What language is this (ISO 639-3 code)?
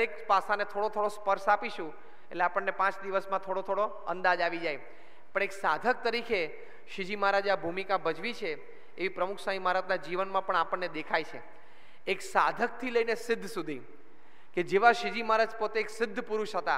guj